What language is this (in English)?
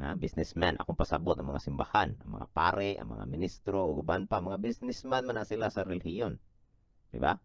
Cebuano